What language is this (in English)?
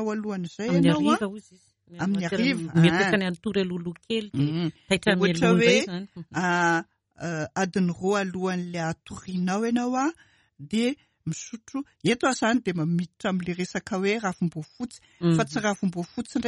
Malagasy